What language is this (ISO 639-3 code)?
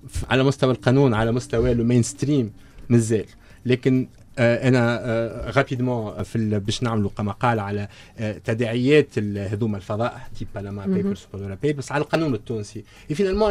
aeb